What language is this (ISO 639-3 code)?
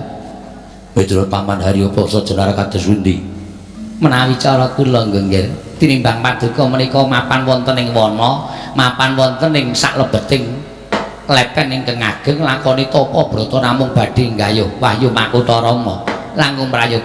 jav